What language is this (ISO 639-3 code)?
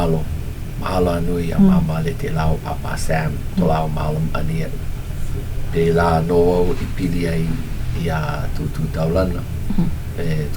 haw